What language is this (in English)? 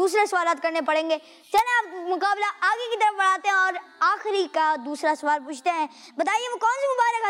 Hindi